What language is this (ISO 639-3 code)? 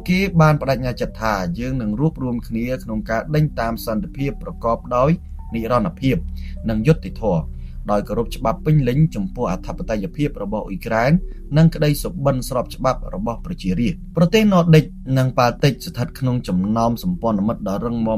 khm